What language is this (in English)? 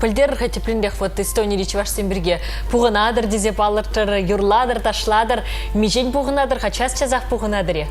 Chuvash